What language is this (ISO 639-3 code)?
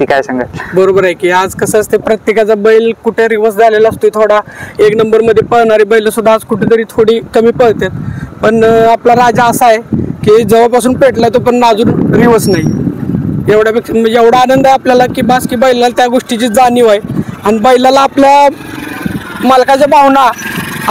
mar